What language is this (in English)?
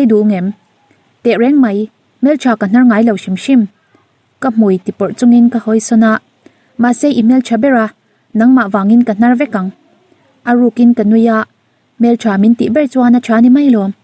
Mizo